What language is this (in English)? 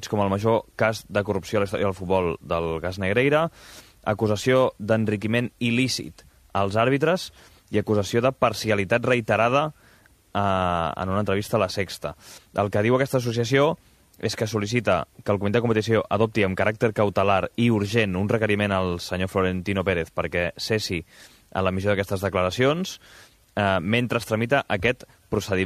Catalan